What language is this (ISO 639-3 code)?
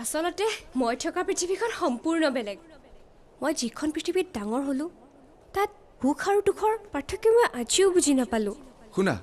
asm